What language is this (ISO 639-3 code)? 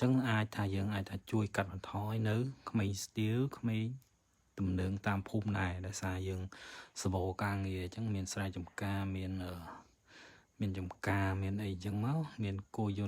khm